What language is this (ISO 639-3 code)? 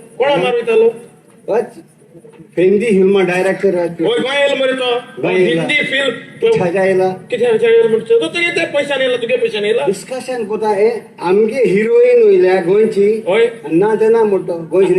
kok